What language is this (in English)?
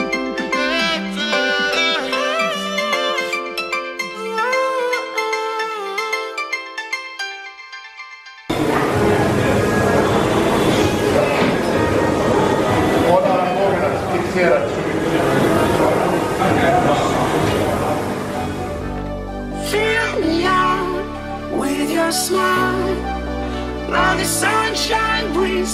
Swedish